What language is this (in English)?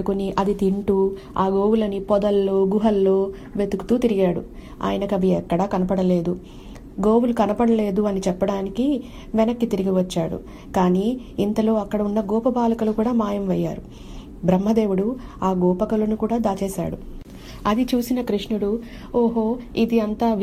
Telugu